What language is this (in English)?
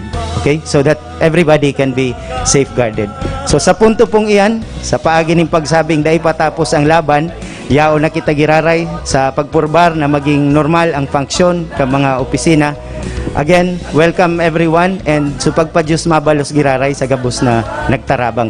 Bikol